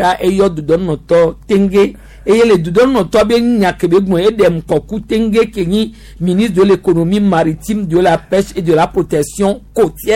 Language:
Gen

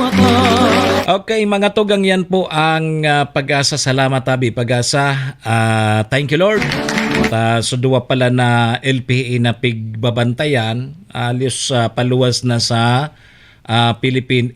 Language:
Bikol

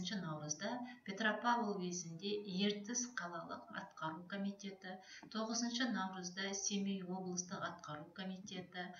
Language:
Kazakh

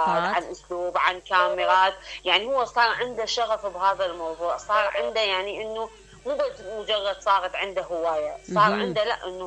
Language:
Mesopotamian Arabic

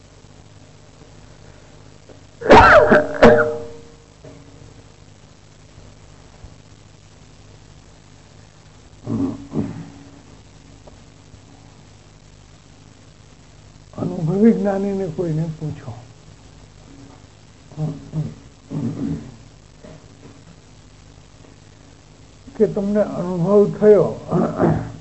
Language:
Gujarati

